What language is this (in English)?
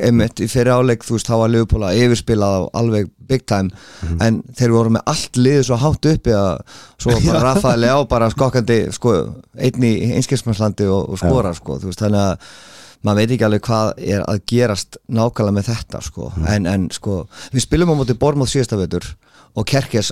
Icelandic